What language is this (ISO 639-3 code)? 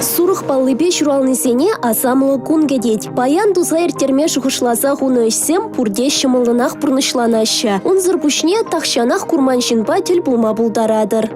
chv